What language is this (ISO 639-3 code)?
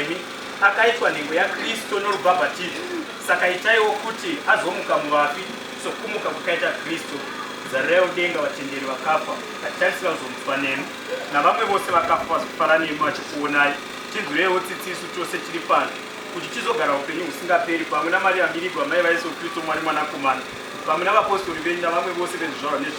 sna